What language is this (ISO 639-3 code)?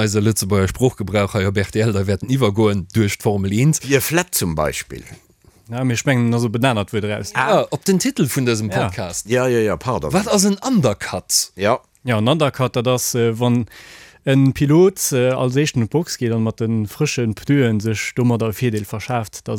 ltz